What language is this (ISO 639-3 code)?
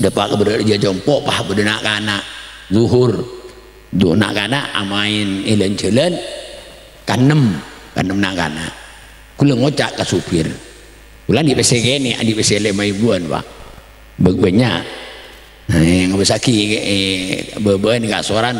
mad